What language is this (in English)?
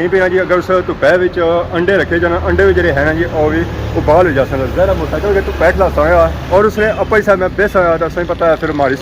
Pahari-Potwari